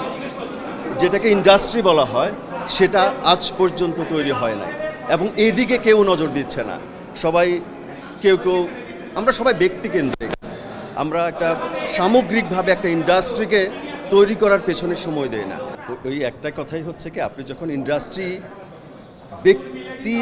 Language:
Bangla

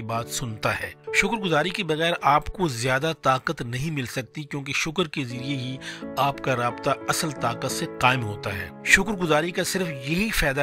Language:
Urdu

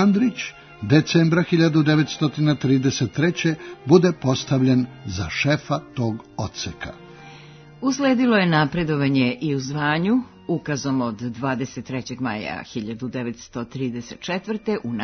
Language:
Serbian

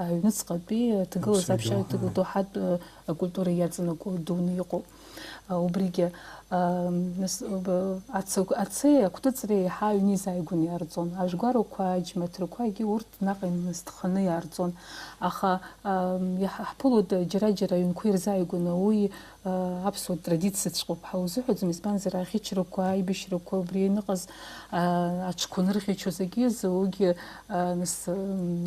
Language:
Abkhazian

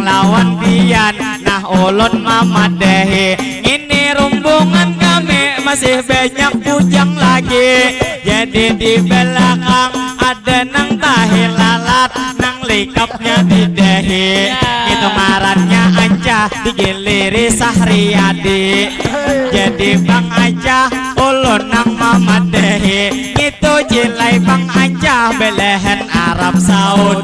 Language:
Banjar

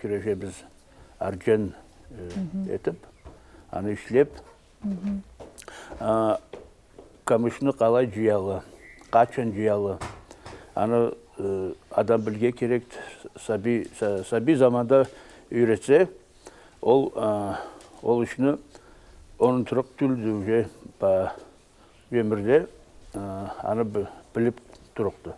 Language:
Karachay-Balkar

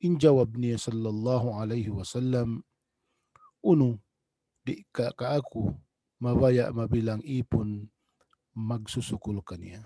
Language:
Tausug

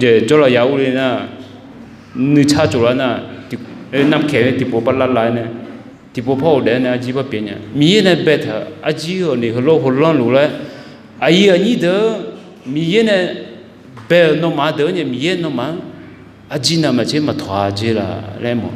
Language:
Akha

